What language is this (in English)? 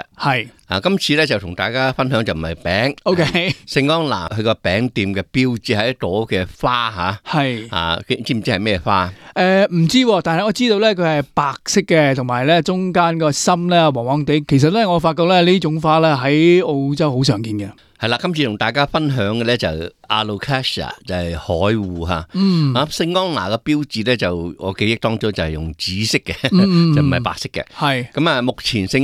Cantonese